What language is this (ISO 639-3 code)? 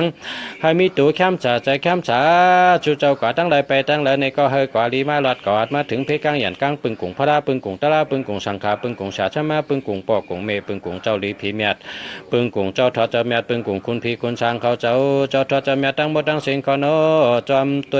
shn